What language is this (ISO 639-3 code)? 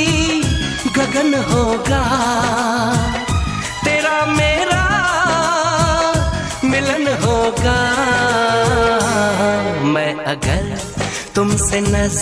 hin